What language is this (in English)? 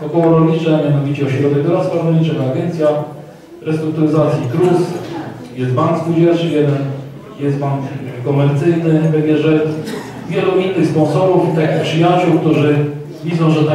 Polish